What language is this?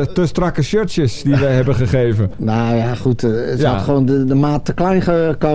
Dutch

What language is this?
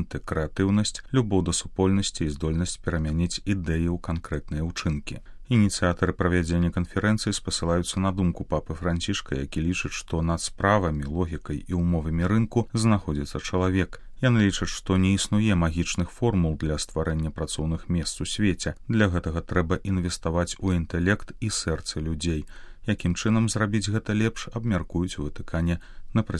Belarusian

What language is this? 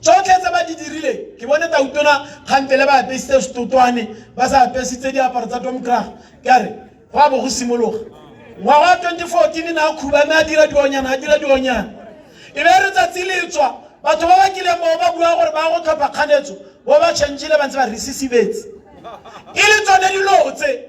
Tswana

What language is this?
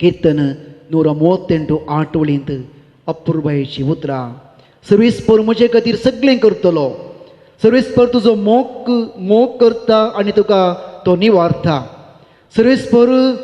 Konkani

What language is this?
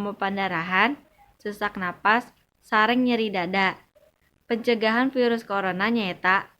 Sundanese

